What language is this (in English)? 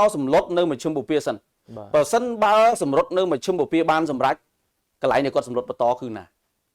Khmer